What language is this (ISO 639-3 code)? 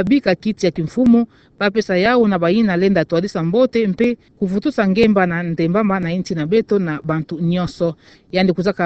ktu